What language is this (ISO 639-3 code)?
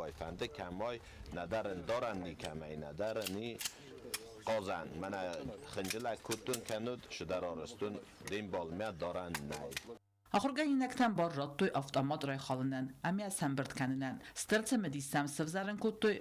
oss